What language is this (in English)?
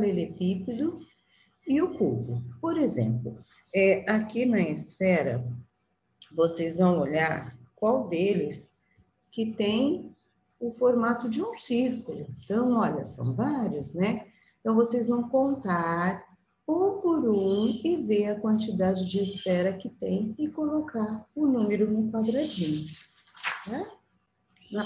Portuguese